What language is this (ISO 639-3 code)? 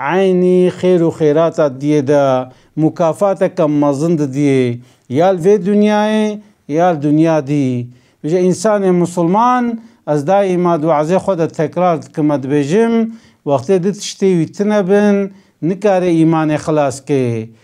kur